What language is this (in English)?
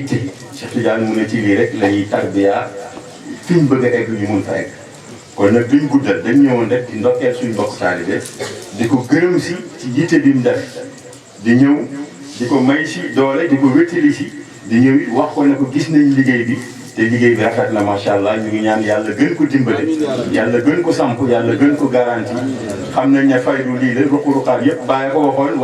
Wolof